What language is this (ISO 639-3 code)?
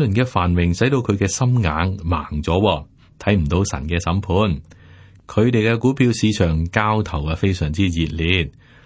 yue